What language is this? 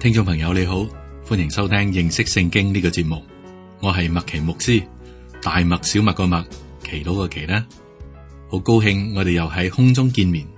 Cantonese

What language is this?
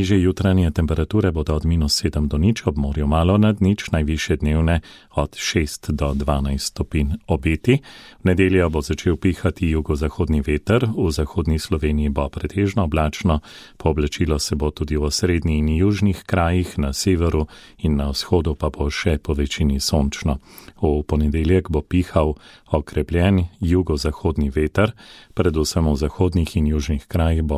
Slovenian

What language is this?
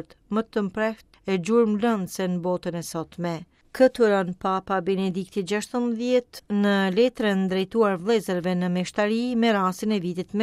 Albanian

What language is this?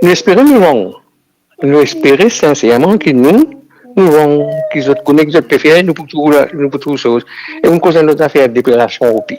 Morisyen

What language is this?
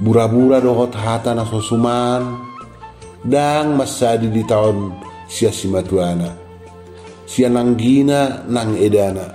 Batak Toba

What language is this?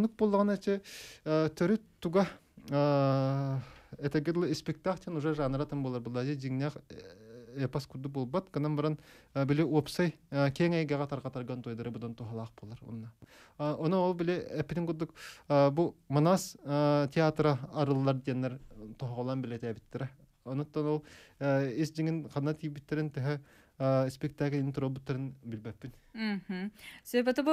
Yakut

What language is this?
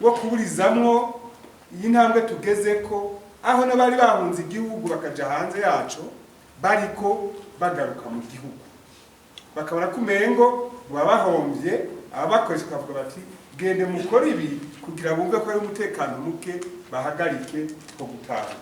Rundi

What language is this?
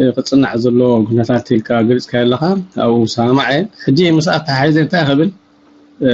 Tigrinya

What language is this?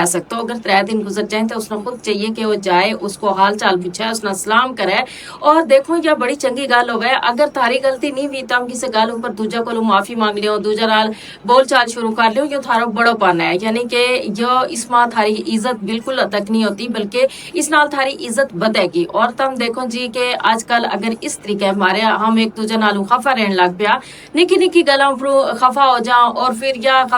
Gujari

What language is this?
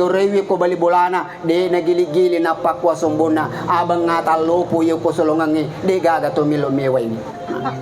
Buginese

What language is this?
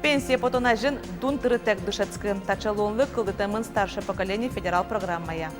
Udmurt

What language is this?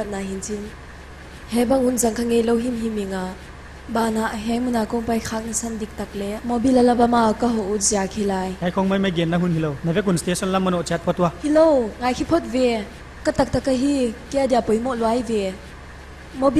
Paite Chin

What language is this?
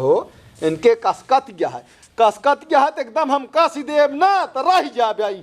Awadhi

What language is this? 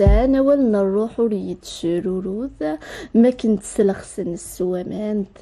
Kabyle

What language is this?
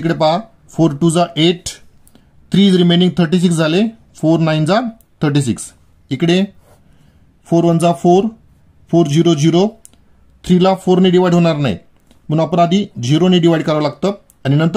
Marathi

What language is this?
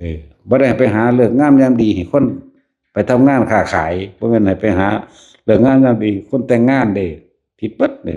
Lao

